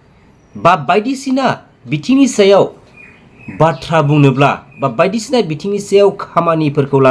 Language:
Bodo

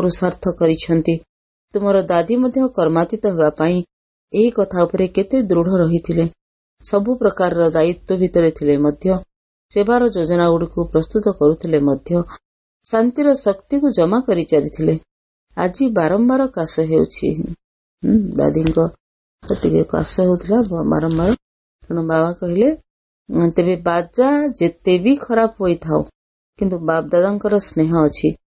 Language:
Odia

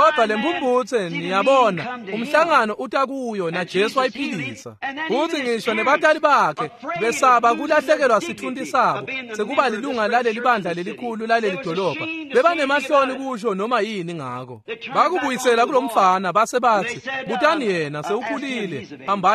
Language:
Swati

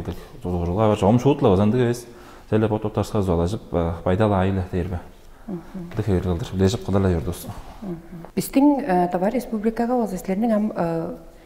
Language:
Tuvinian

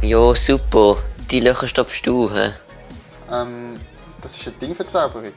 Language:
Swiss German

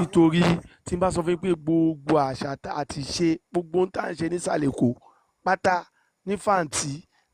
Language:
Yoruba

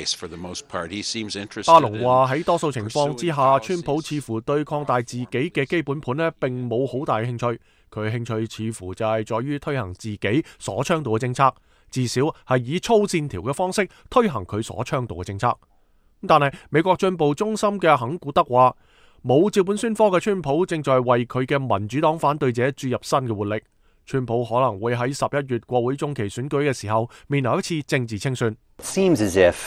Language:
Cantonese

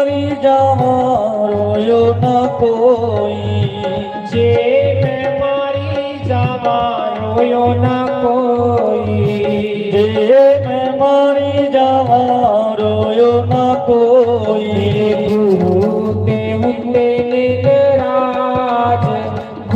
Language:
Dogri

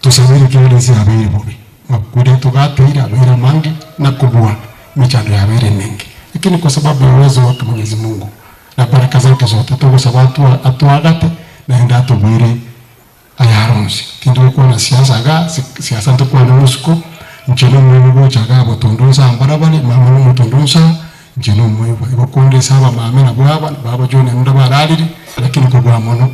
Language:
Gusii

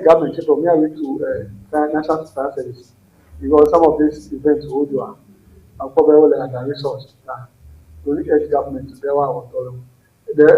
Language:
Ewe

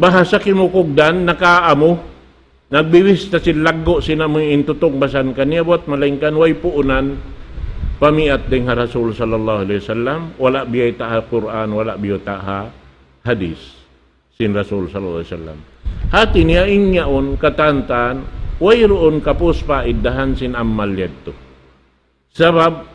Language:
Tausug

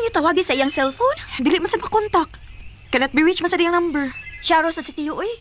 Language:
Cebuano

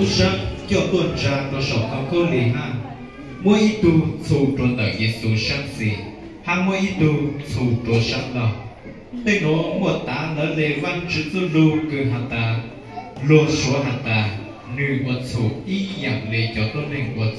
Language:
Hmong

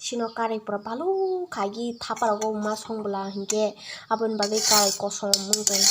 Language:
Kok Borok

